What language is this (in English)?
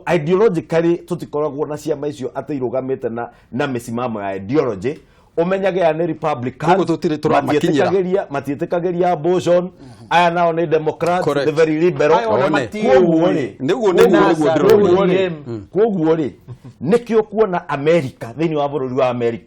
Kikuyu